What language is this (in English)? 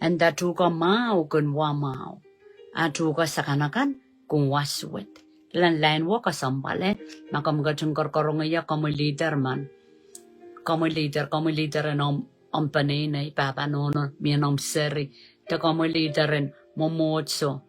Pohnpeian